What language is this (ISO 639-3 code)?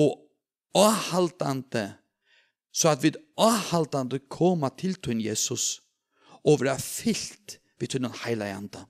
fao